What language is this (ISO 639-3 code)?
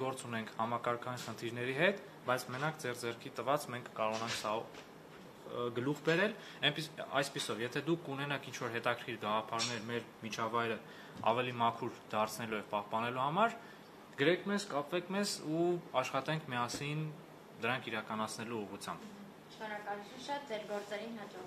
hye